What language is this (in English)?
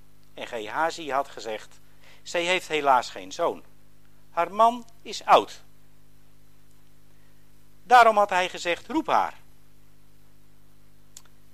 Dutch